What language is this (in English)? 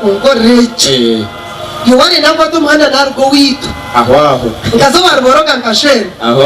Nyankole